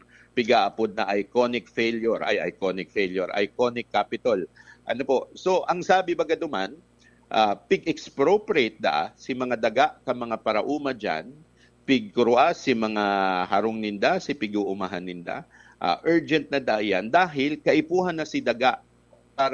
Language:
Bikol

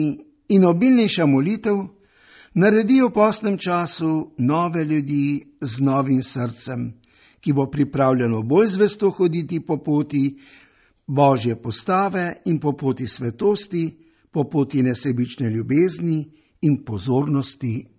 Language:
Slovenian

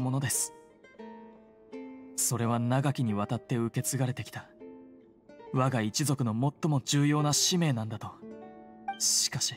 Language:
Japanese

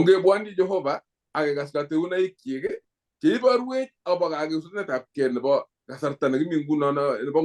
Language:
Kalenjin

